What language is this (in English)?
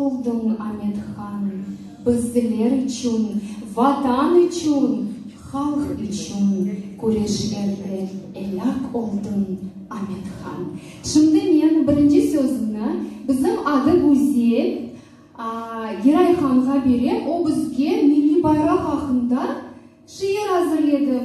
Crimean Tatar